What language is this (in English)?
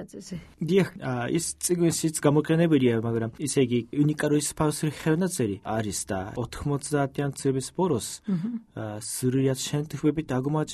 Georgian